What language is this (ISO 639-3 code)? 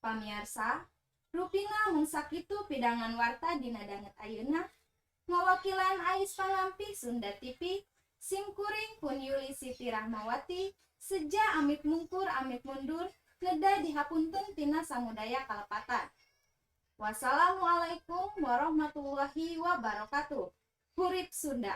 sun